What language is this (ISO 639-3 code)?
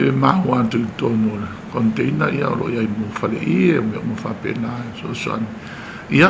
smo